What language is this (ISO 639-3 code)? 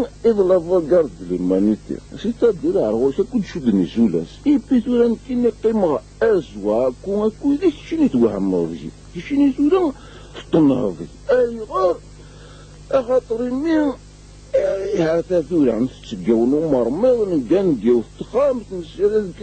kab